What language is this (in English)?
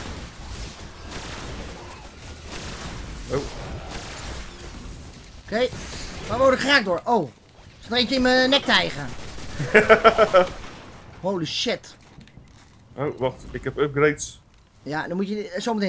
Dutch